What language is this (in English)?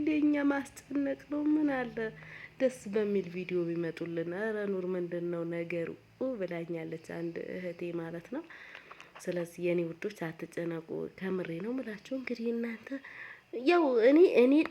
Amharic